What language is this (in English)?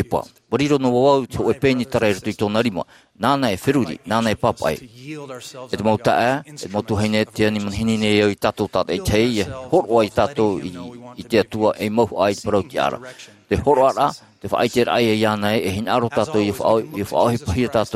Tahitian